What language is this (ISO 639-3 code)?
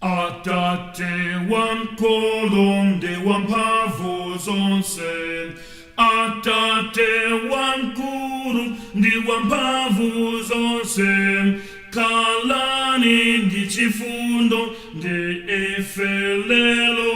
nya